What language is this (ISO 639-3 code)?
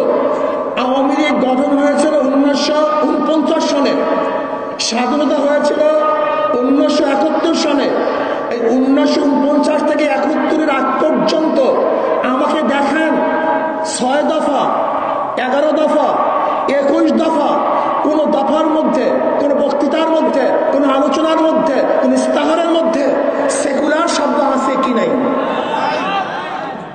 ben